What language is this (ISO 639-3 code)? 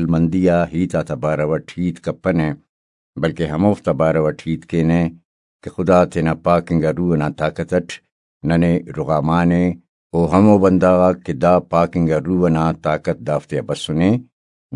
brh